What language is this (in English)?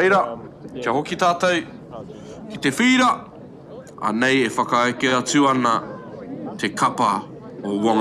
Māori